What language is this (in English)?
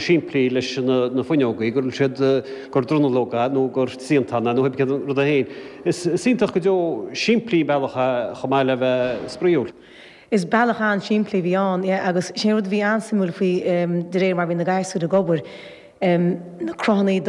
Irish